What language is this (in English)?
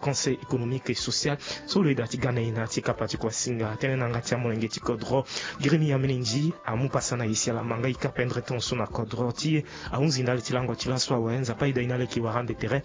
Sango